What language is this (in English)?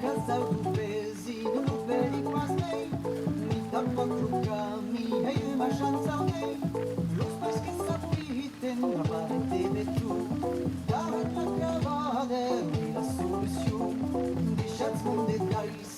Occitan